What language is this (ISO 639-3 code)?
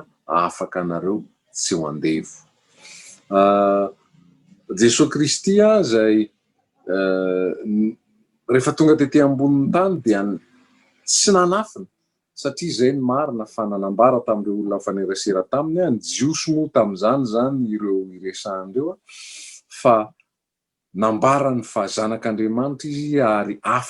mlg